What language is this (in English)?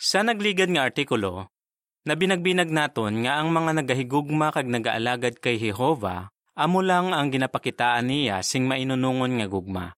Hiligaynon